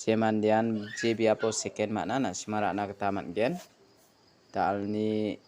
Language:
Garo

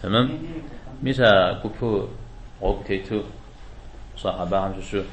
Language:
Kabardian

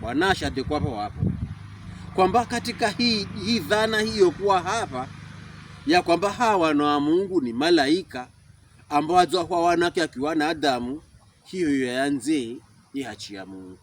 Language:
Pokomo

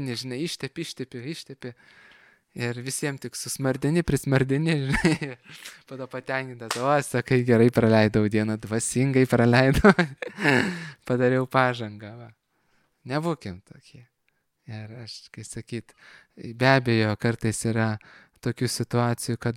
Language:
Lithuanian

